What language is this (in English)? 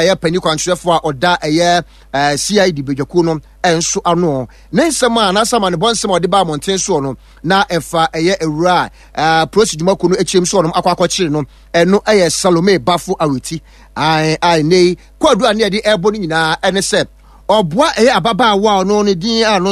Akan